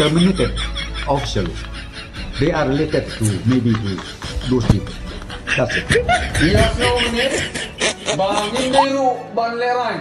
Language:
Khasi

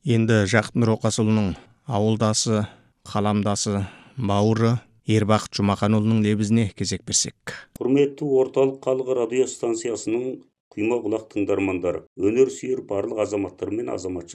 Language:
Kazakh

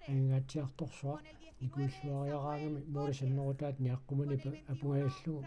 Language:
Kalaallisut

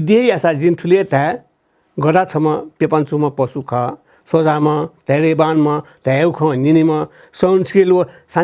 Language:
Newari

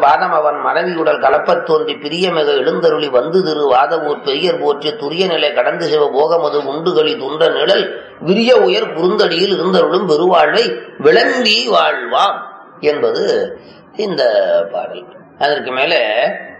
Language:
Tamil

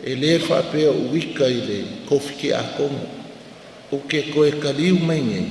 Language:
Samoan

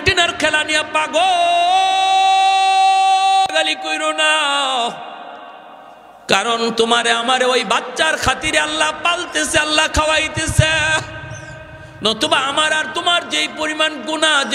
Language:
Bangla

